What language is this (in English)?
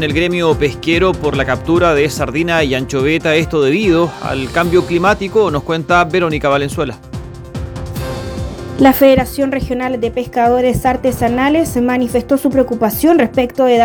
Spanish